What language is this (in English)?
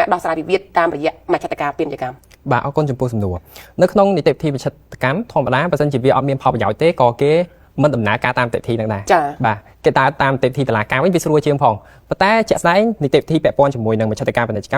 Khmer